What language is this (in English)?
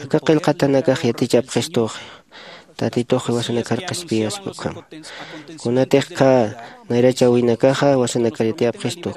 Aymara